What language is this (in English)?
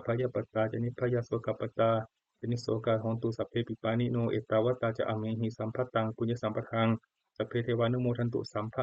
Pali